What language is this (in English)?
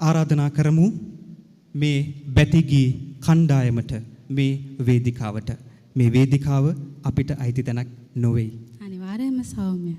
Sinhala